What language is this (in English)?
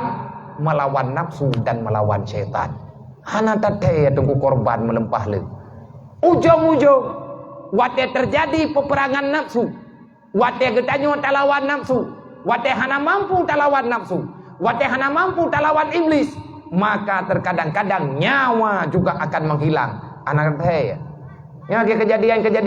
Achinese